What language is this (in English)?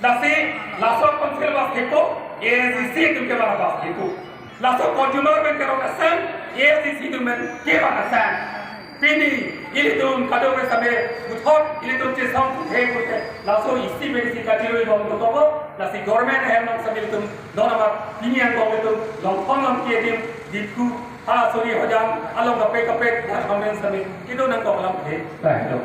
Karbi